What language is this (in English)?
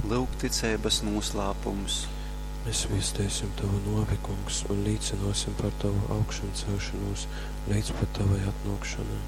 Latgalian